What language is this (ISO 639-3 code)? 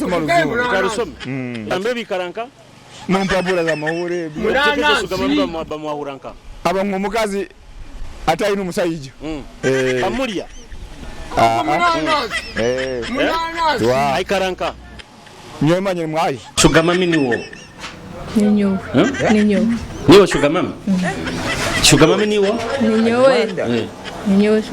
nyo